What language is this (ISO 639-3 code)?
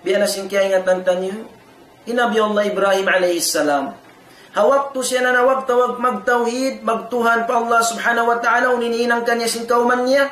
tsg